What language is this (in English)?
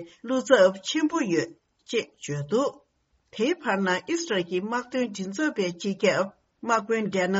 Tibetan